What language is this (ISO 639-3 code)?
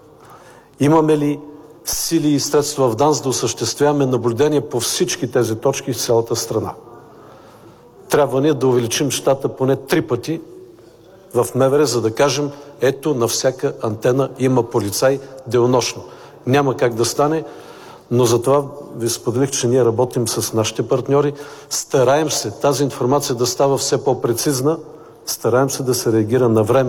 bul